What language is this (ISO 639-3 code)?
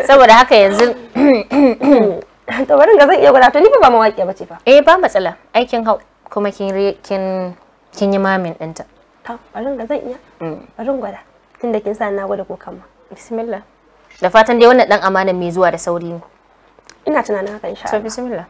hau